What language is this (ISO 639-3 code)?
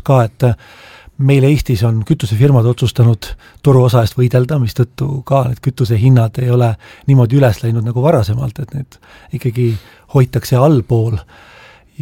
est